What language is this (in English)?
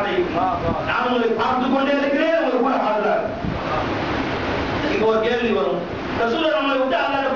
Tamil